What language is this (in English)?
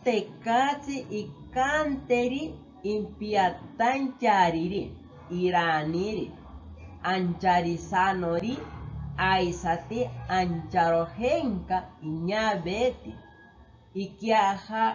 Asháninka